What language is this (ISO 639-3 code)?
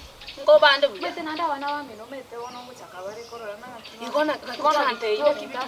guz